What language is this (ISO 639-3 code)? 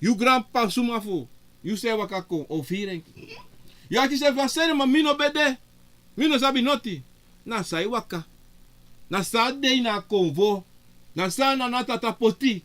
srn